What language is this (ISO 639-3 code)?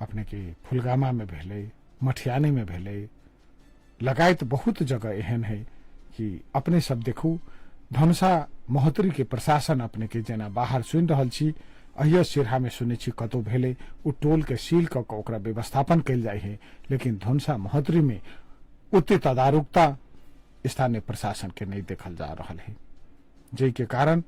mai